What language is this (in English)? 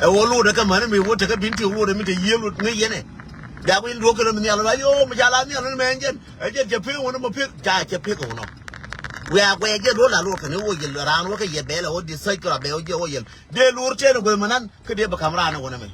Nuer